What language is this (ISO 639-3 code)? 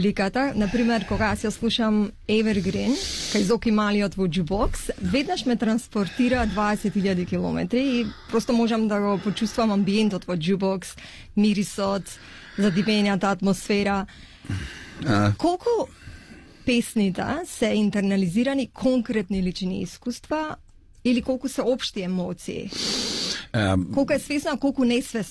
mkd